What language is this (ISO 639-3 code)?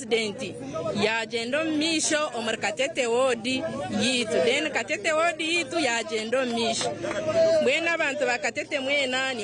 nyn